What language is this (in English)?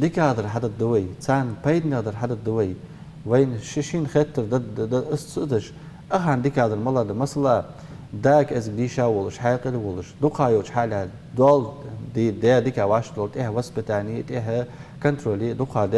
Ingush